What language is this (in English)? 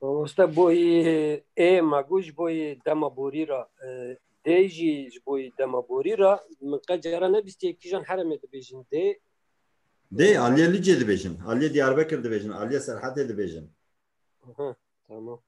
Kurdish